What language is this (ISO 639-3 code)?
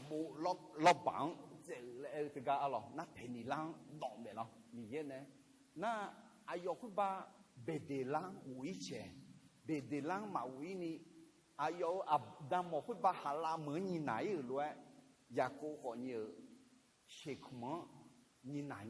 ahk